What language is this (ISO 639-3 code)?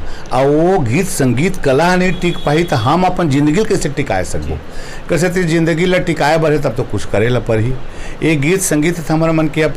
hne